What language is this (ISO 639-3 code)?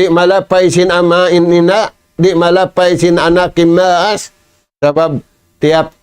tsg